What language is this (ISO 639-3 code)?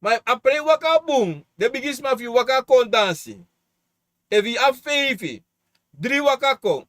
srn